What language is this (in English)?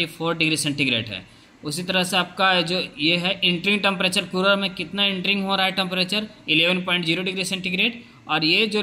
Hindi